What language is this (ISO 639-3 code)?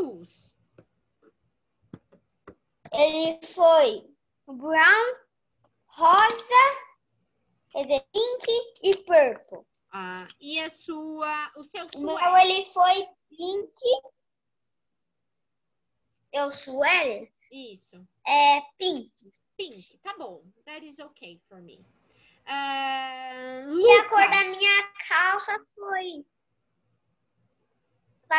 por